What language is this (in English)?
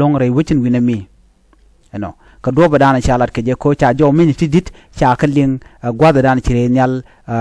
Nuer